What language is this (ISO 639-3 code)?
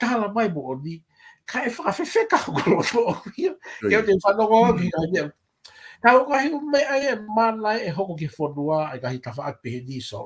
ton